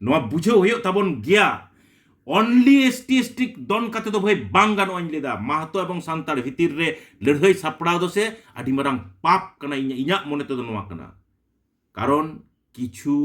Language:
Santali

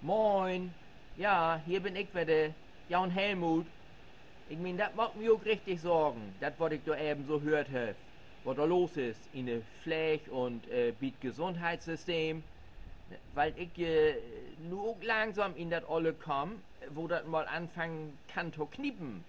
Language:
Low German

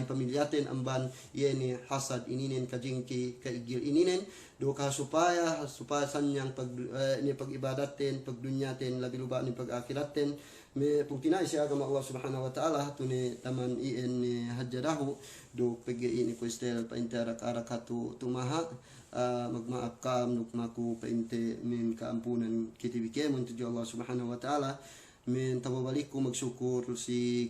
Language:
Yakan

